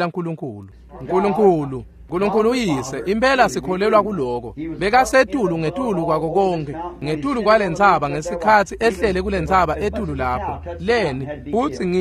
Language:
Swati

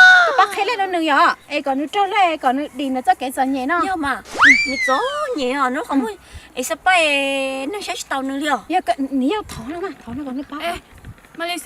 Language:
Hmong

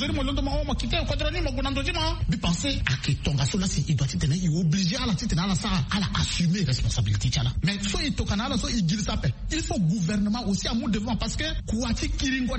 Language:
Sango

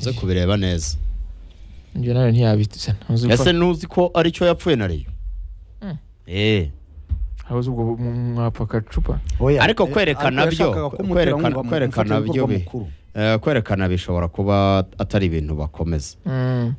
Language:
Kinyarwanda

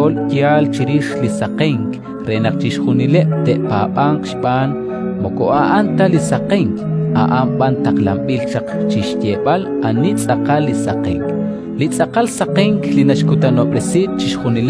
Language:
Kekchí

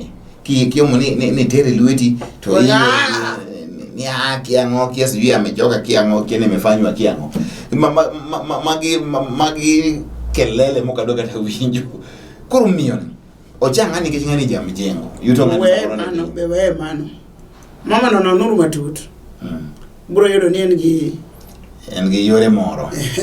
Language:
Luo (Kenya and Tanzania)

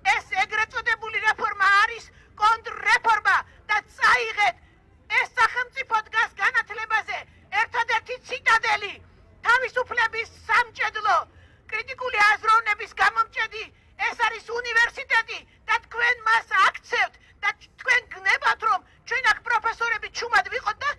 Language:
Georgian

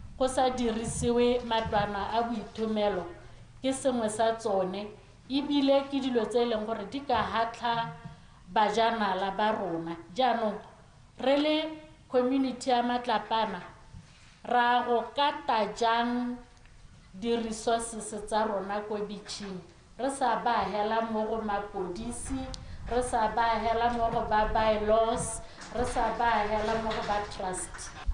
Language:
Tswana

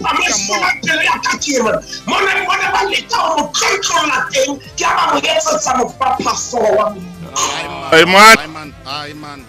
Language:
Tswana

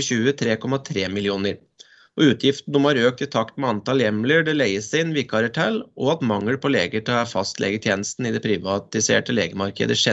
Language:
Norwegian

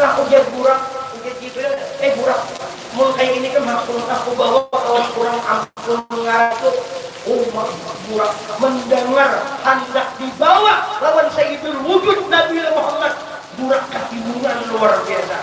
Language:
Banjar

